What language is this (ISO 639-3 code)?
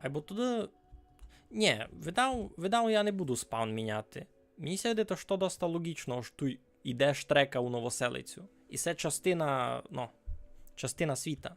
rue